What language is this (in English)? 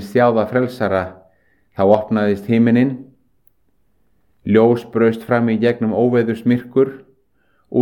Icelandic